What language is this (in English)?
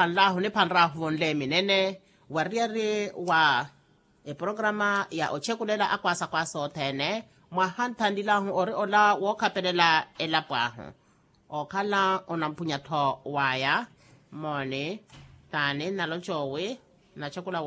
Makhuwa